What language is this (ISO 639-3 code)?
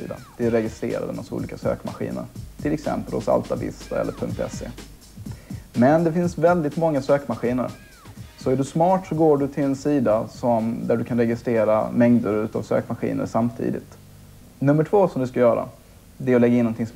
swe